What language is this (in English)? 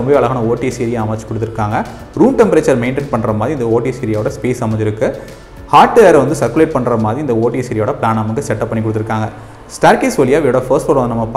Tamil